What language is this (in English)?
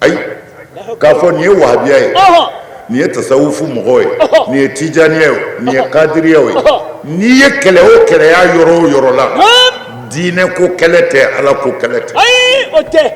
Bambara